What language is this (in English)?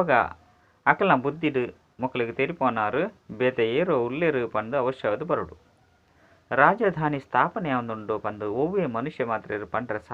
Tulu